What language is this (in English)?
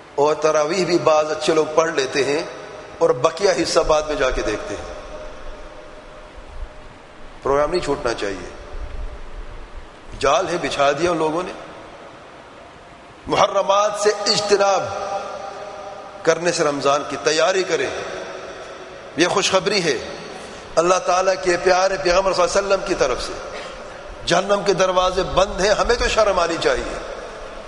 Urdu